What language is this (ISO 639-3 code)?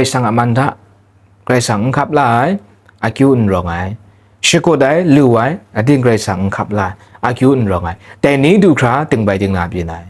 kac